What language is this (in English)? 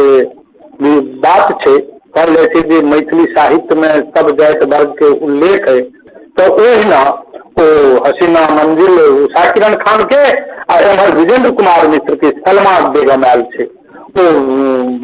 Maithili